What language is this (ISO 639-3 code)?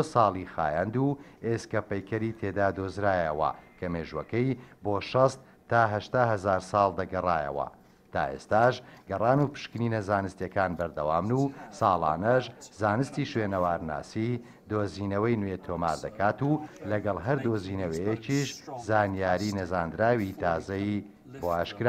ckb